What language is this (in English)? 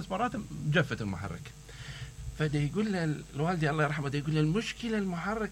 Mesopotamian Arabic